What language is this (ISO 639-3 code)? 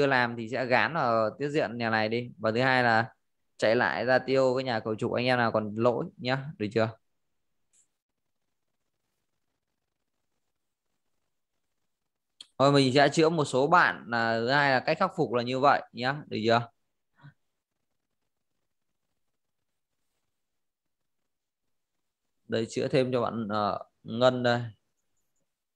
vie